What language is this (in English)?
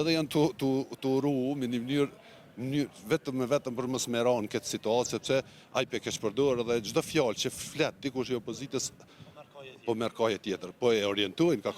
Albanian